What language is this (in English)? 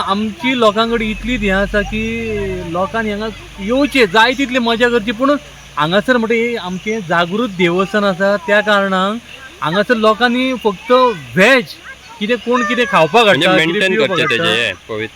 Konkani